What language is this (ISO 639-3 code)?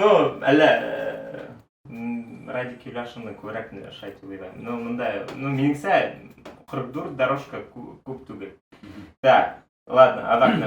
bak